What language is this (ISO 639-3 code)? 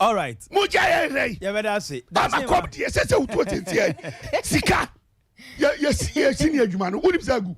aka